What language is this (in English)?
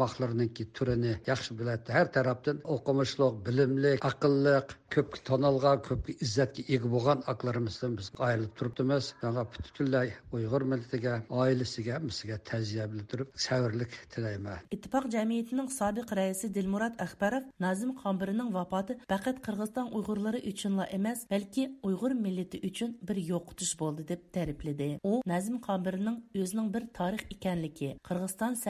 Uyghur